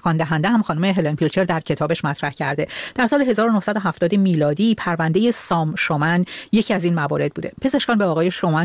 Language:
Persian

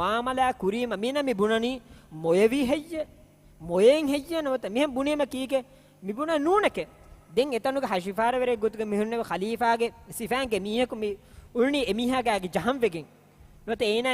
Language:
Divehi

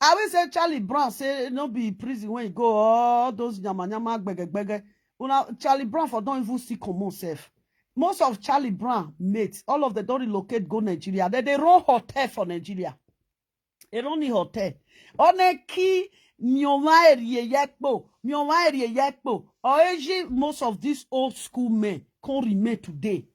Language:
Nigerian Pidgin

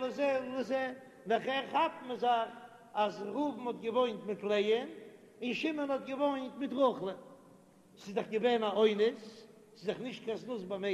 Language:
Yiddish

